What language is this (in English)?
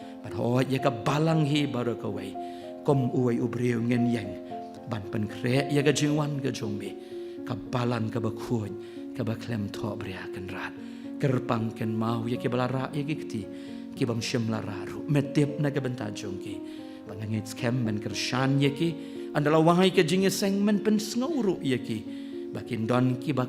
Khasi